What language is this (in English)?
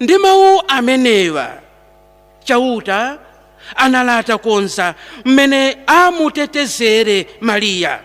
Nyanja